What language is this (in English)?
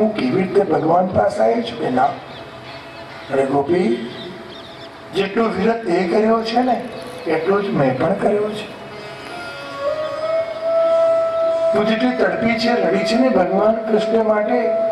Gujarati